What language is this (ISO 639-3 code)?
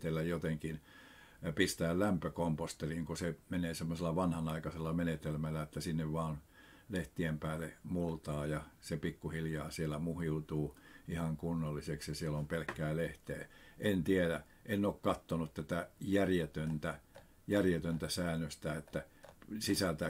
fin